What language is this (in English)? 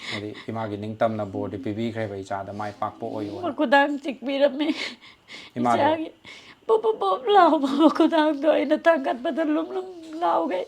Manipuri